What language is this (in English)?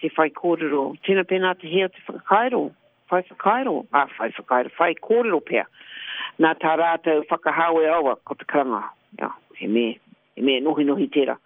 Māori